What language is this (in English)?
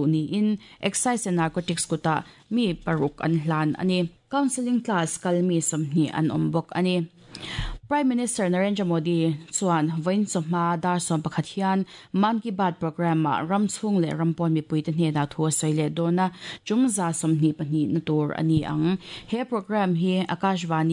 Mizo